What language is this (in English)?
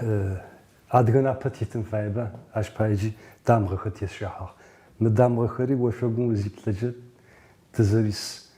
Adyghe